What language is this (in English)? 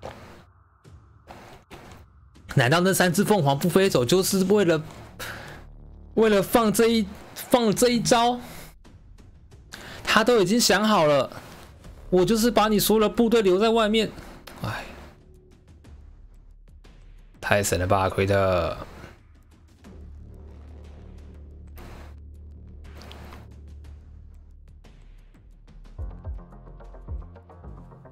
Chinese